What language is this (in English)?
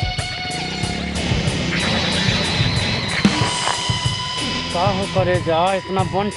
Bhojpuri